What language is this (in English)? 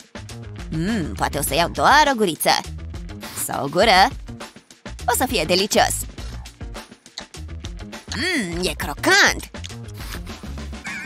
Romanian